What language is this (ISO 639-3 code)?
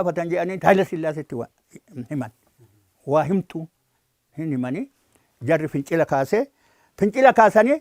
orm